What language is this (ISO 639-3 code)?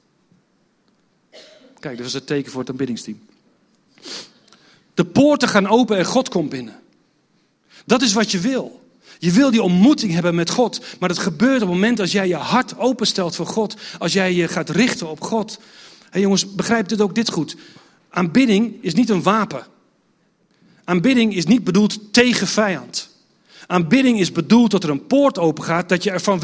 nld